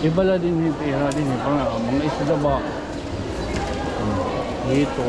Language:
Waray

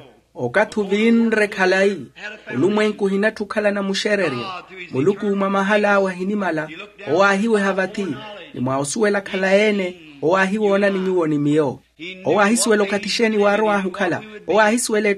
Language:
Makhuwa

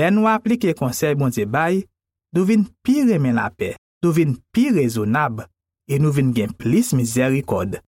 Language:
Haitian Creole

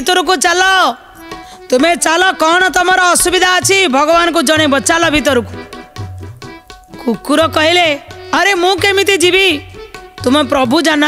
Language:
Odia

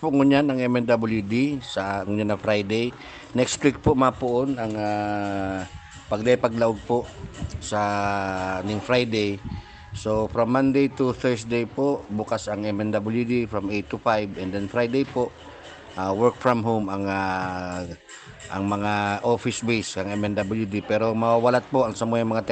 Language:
Bikol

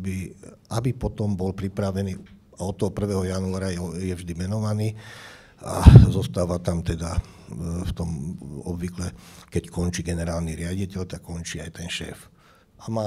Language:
Slovak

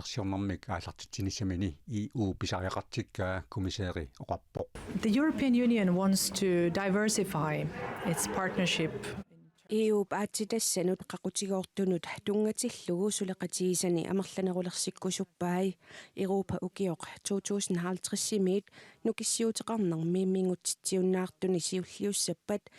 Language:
Kalaallisut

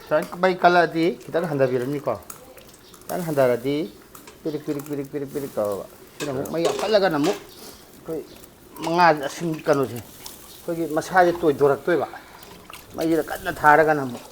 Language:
Manipuri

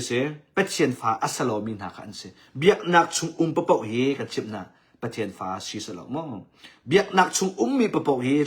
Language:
Hakha Chin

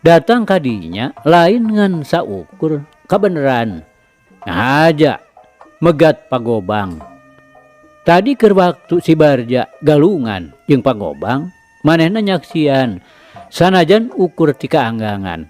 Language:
Sundanese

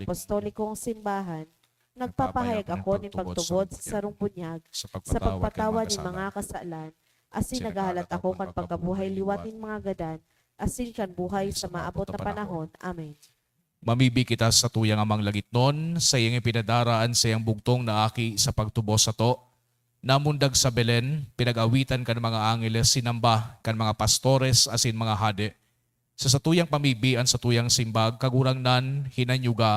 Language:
Bikol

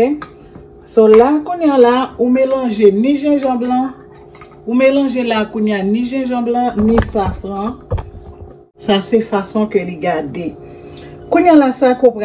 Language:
Haitian Creole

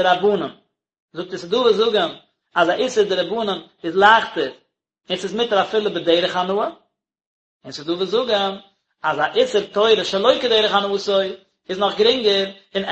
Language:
Yiddish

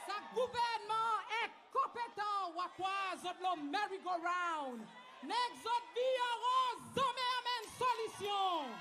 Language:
Seselwa Creole French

